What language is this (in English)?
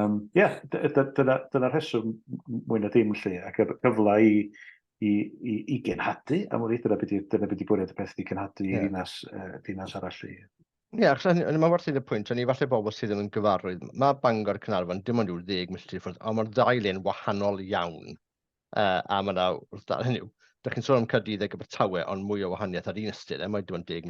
Welsh